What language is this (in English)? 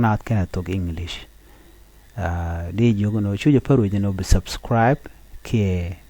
Nuer